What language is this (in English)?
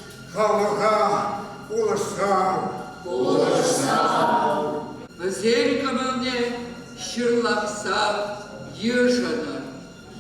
Chuvash